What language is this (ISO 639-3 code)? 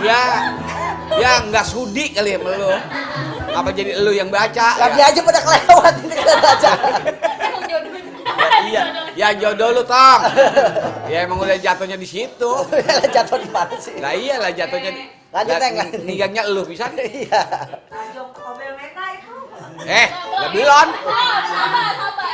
bew